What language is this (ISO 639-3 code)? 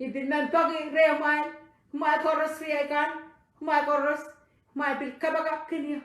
pon